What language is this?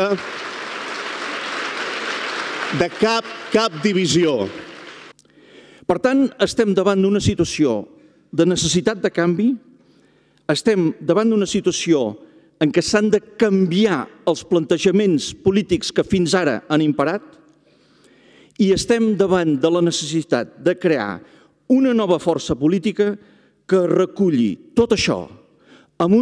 Catalan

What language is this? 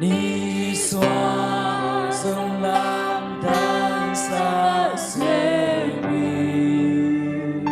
Tedim Chin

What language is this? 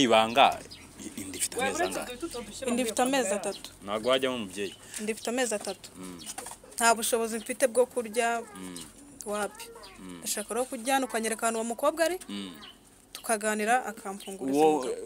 Kinyarwanda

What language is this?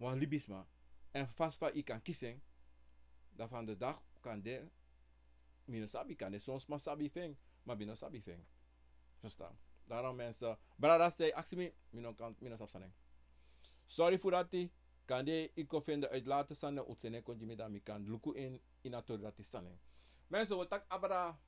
Sranan Tongo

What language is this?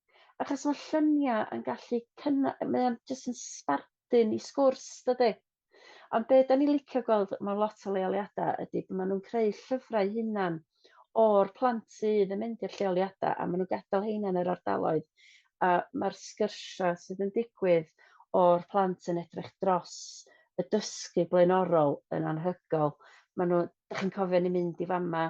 Welsh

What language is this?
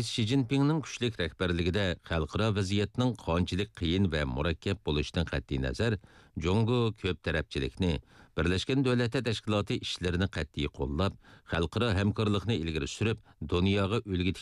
Uyghur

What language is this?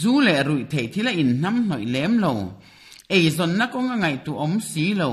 Mizo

